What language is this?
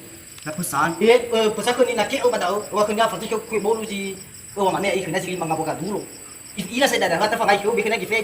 Nias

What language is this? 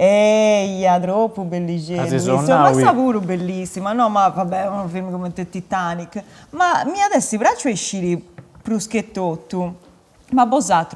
Sardinian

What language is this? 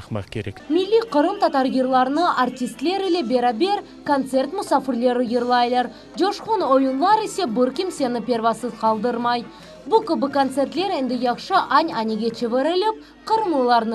Crimean Tatar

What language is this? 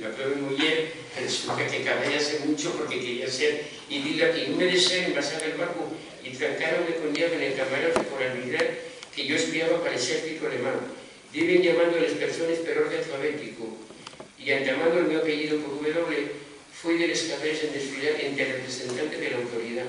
Asturian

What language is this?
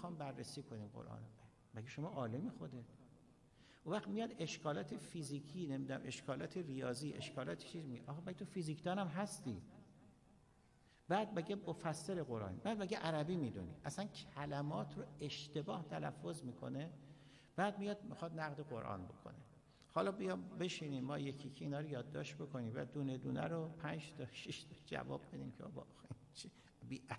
Persian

